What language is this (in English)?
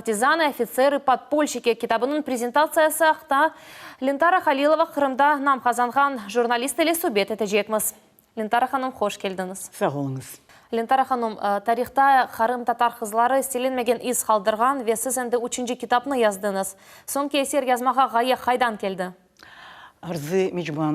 Crimean Tatar